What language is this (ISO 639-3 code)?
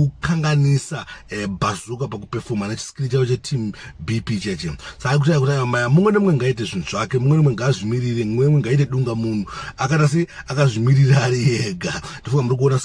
sna